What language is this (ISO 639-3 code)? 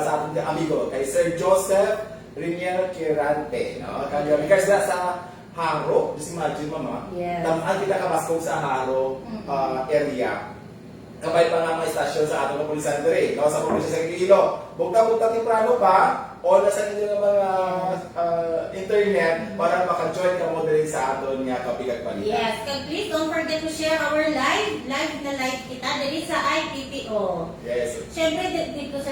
hil